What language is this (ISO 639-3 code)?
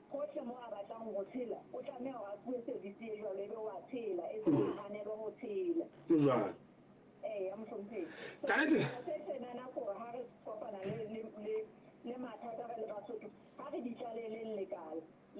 sot